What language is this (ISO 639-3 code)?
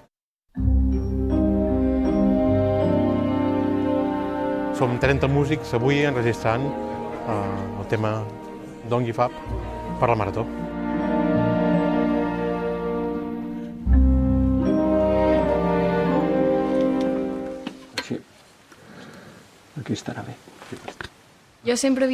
cat